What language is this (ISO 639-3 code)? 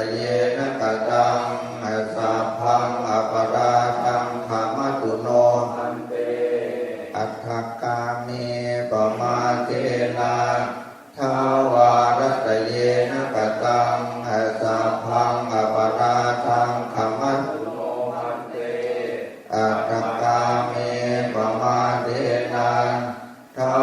pli